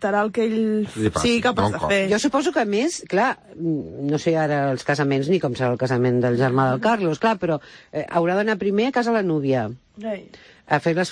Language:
Catalan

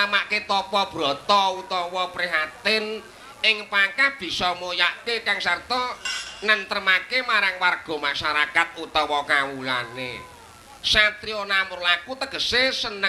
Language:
Javanese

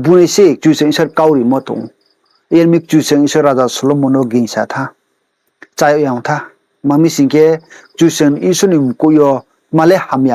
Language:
Riang (India)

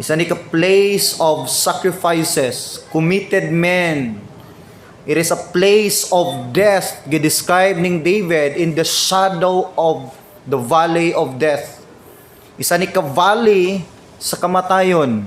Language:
Cebuano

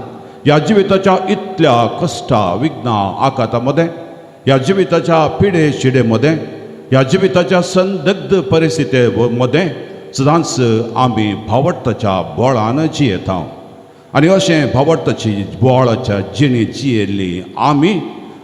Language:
Konkani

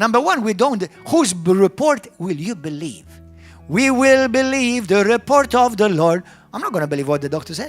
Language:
English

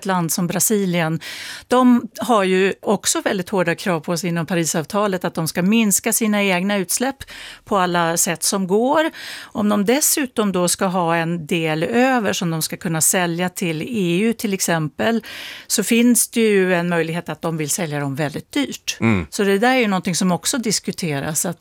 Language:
Swedish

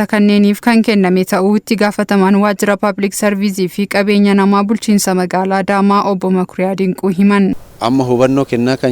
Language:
Oromo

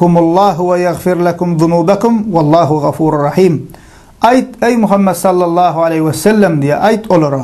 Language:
Turkmen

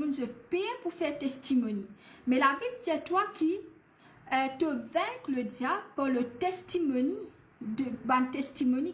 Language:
Morisyen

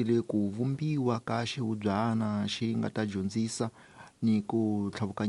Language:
Tsonga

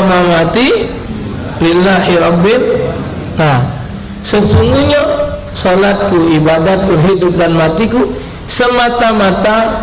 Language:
Musi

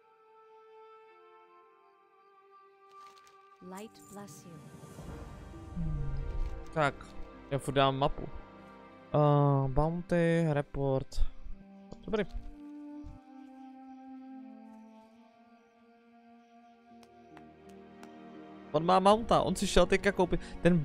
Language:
Czech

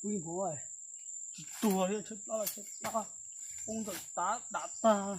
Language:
Hmong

